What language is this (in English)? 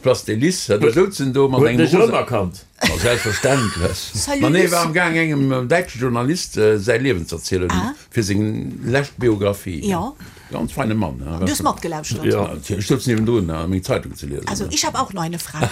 Luxembourgish